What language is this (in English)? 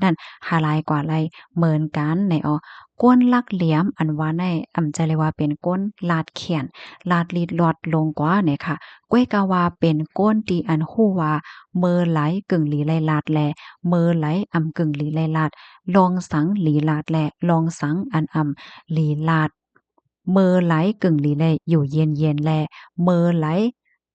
Shan